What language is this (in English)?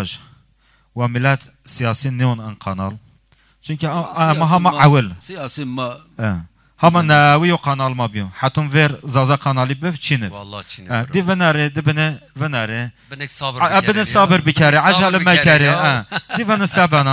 Zaza